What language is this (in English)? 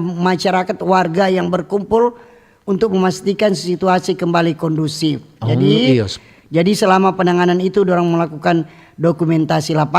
Manado Malay